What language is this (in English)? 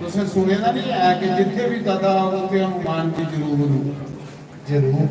Dogri